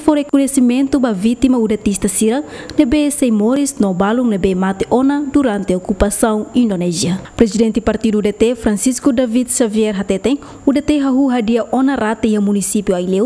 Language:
Tetum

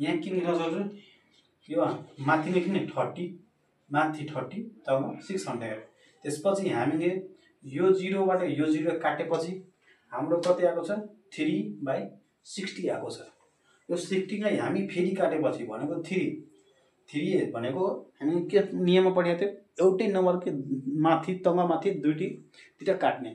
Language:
Nepali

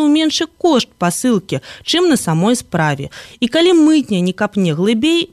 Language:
Belarusian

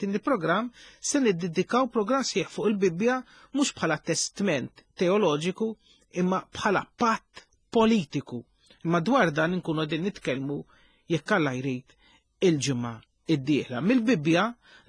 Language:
Maltese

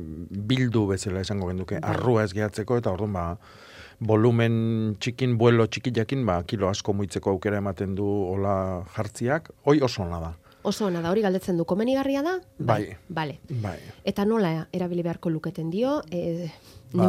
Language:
Basque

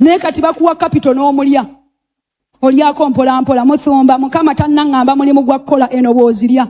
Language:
Ganda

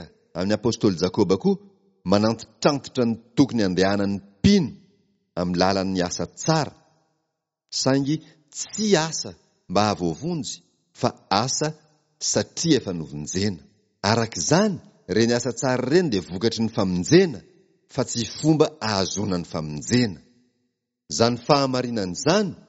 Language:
Malagasy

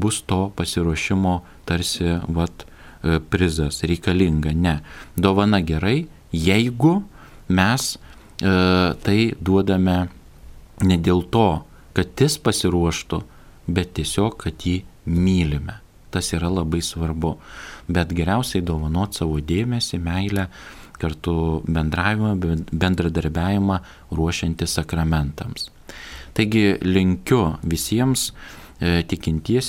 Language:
Lithuanian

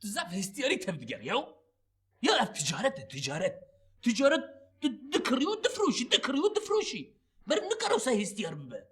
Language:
Kurdish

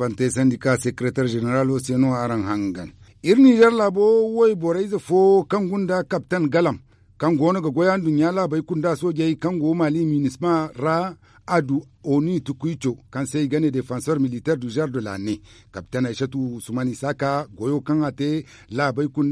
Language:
Zarma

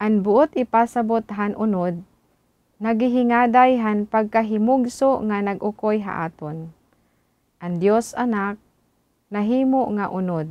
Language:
Waray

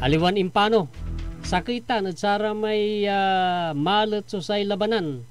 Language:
Pangasinan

